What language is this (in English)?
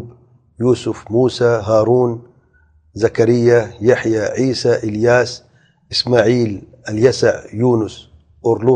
Urdu